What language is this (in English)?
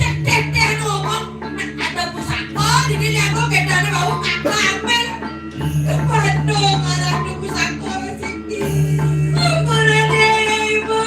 Balinese